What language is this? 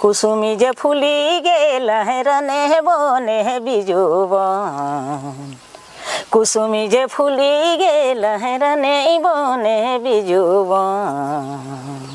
Sadri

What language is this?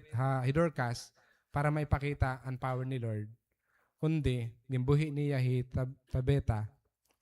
Waray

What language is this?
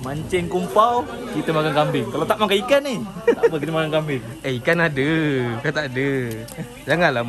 Malay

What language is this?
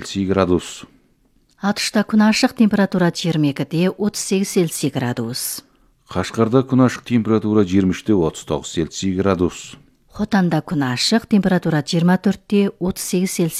Kazakh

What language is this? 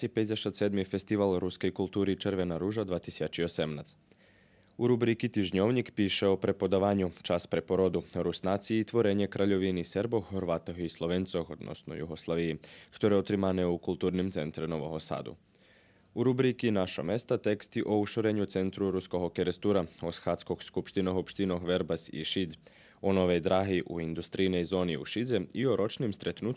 Rusyn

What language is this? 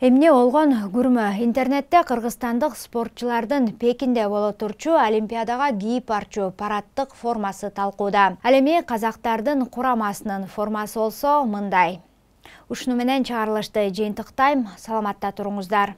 Kyrgyz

